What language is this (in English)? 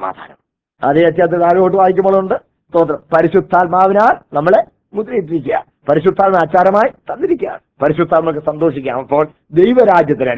Malayalam